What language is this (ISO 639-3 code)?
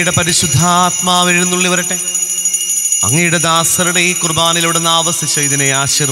mal